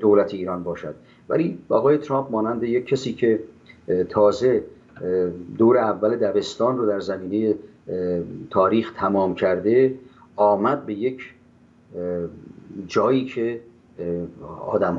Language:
Persian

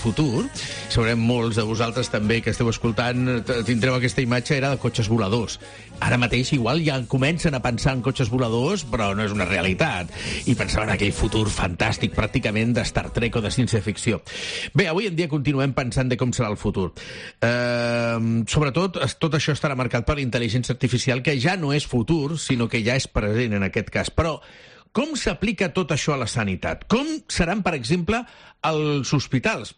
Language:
Catalan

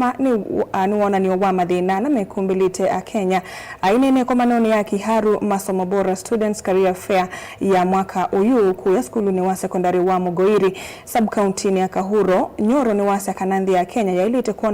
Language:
Kamba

